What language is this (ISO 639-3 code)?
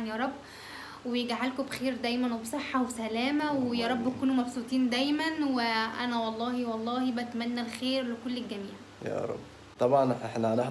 arz